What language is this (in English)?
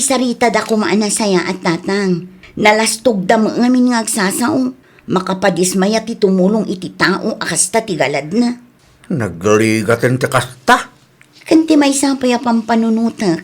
Iloko